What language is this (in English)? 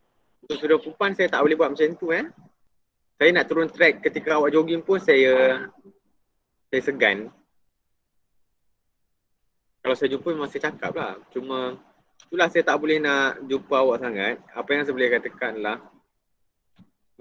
Malay